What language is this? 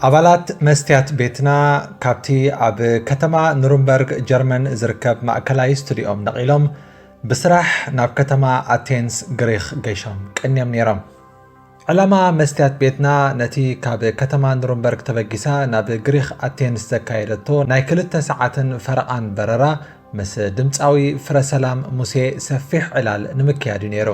Tigrinya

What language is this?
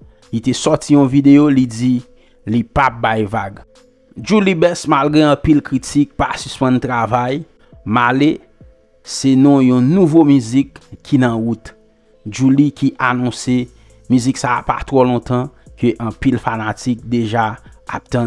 Haitian Creole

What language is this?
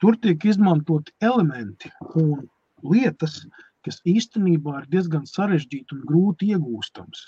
Latvian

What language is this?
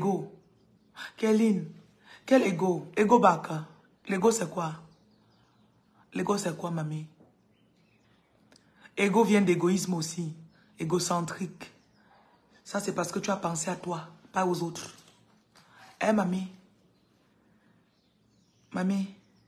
French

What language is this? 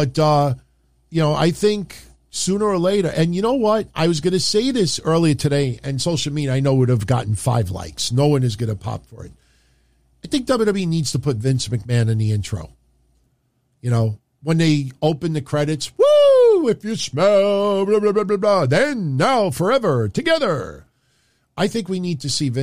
English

